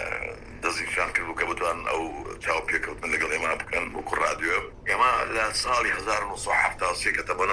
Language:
Central Kurdish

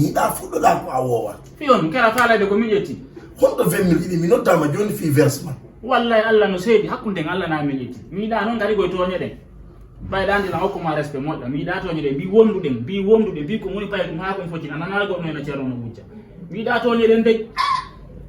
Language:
Fula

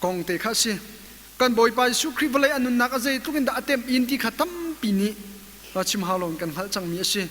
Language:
Hakha Chin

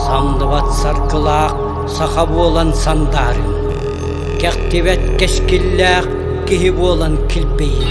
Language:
Yakut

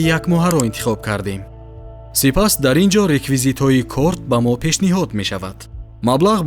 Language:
Tajik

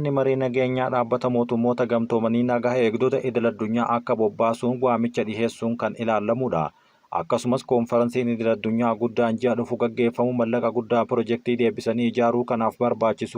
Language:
Oromo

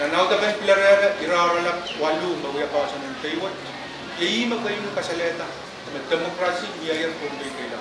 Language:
Pohnpeian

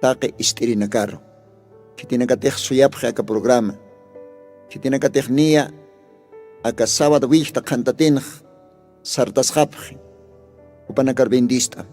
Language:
Aymara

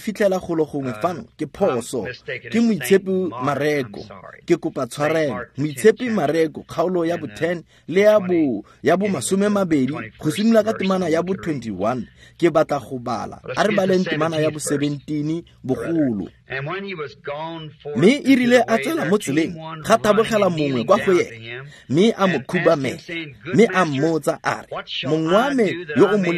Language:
Tswana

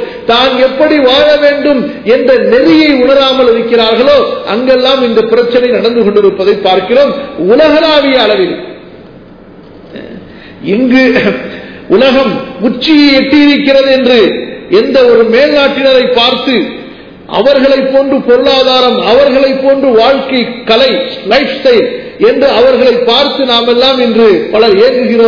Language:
Tamil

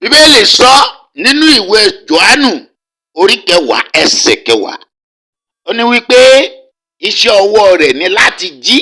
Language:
Yoruba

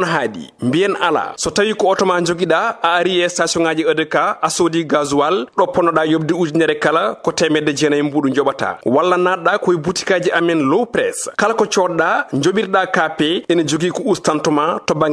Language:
Fula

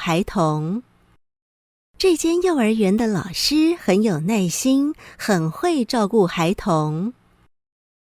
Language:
Hakka Chinese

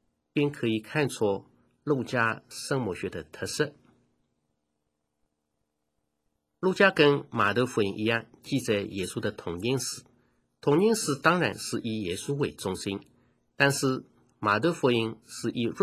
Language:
Chinese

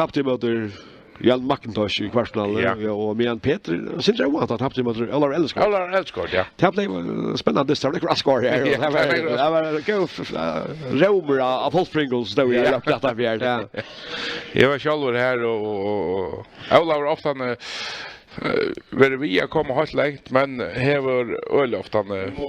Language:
Faroese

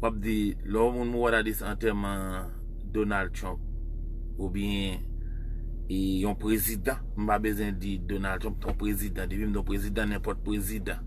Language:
Haitian Creole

